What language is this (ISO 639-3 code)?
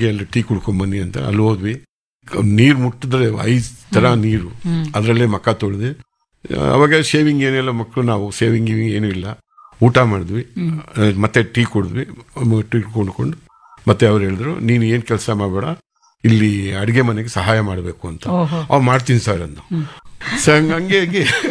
kan